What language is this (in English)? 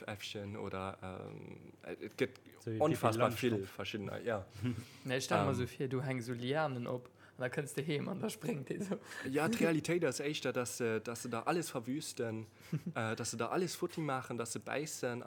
Luxembourgish